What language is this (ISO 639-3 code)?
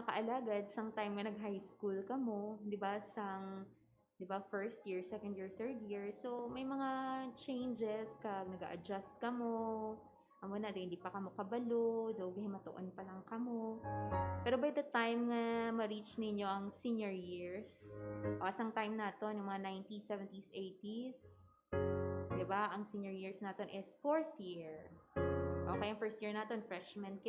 hil